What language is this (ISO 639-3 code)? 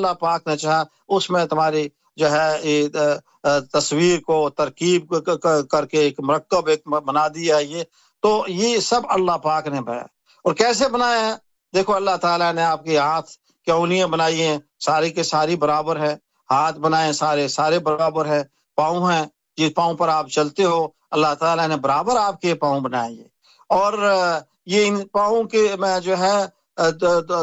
urd